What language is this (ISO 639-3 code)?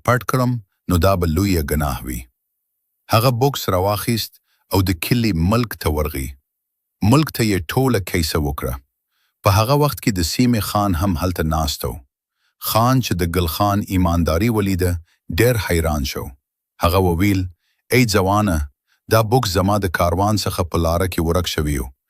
pus